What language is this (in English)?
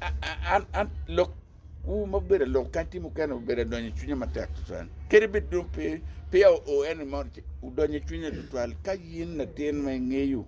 Acoli